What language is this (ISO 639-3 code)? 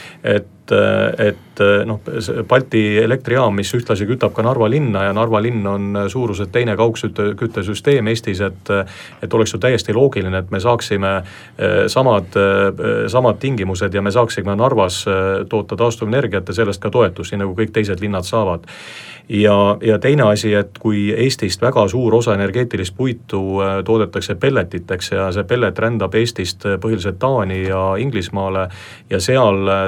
est